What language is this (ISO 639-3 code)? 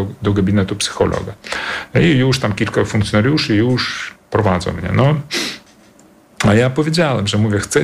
pol